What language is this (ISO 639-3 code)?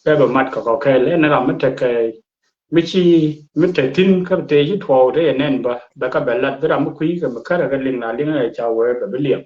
nus